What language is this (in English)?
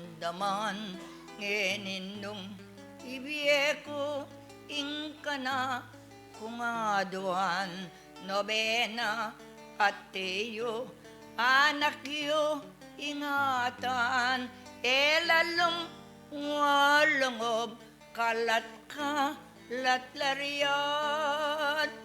Pampanga